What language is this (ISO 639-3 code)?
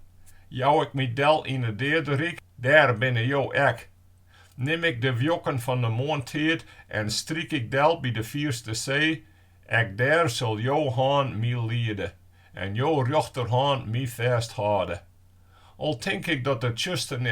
fry